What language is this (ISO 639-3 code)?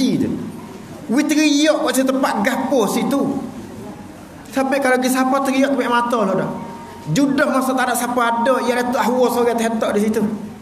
msa